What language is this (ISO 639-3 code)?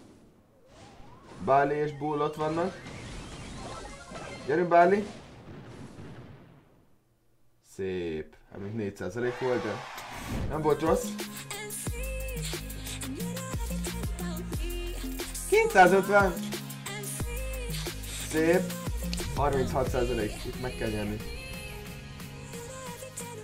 hun